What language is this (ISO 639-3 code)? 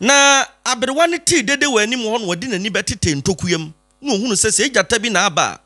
aka